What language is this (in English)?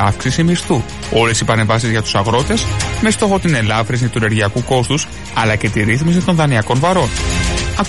Greek